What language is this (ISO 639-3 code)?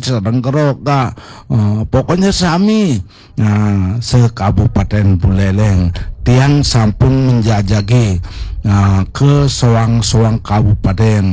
ban